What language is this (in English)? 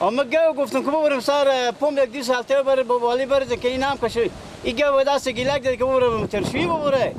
Persian